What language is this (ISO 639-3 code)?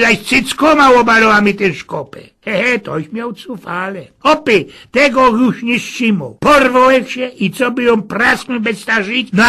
szl